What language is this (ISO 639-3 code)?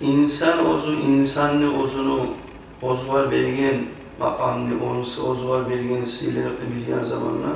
kum